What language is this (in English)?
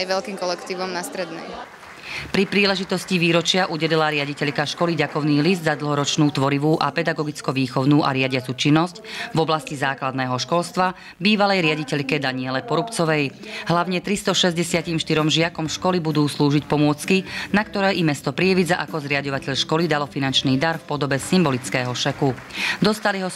Slovak